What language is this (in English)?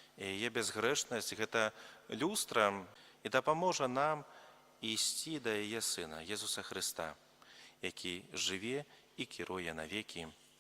Belarusian